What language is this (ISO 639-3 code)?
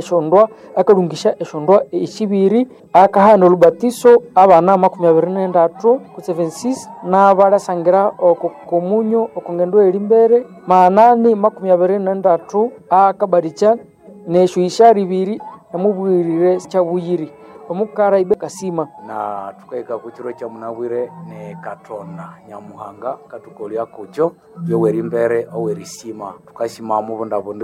nnb